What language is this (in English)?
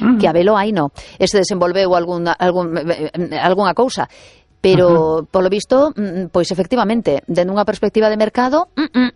Galician